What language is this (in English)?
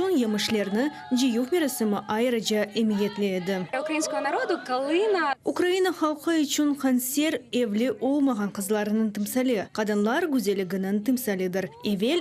Crimean Tatar